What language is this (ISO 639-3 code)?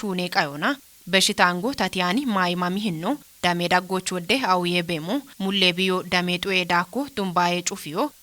kbr